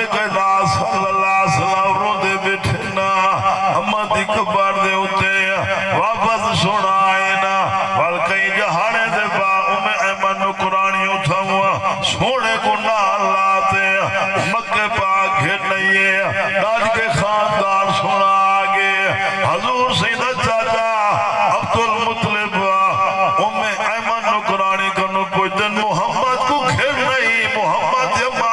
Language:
Saraiki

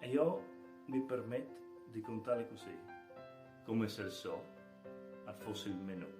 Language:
Friulian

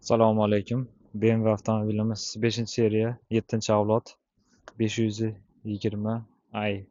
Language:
Uzbek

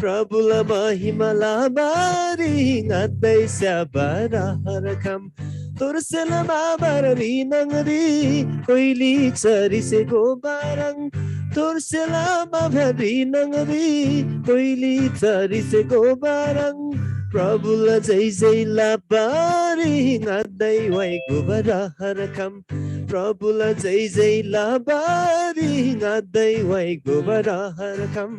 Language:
Eastern Tamang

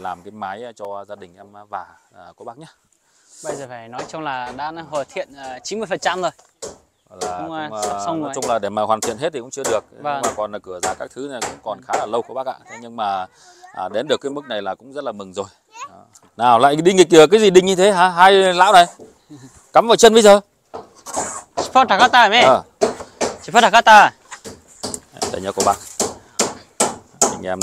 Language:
Vietnamese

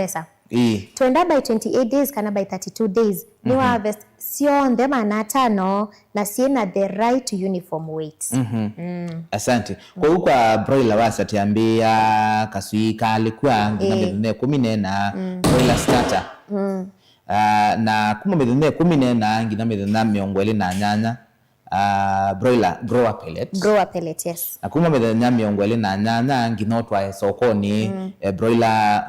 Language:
Kamba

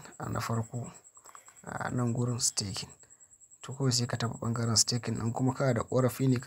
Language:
Hausa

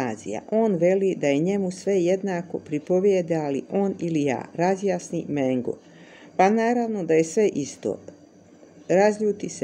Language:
Croatian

